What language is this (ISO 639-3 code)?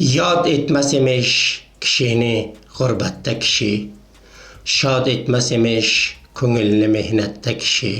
uzb